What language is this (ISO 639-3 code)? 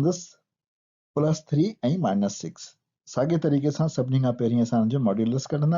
snd